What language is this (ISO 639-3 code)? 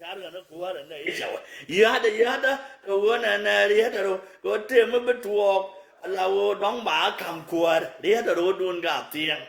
nus